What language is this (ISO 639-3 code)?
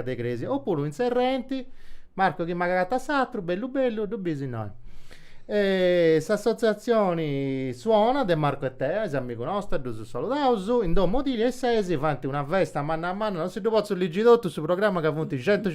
srd